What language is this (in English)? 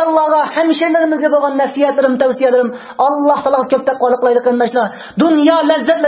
Uyghur